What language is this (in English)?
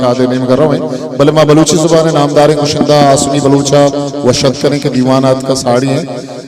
Eastern Balochi